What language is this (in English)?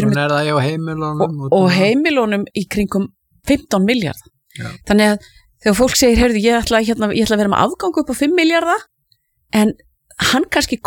Icelandic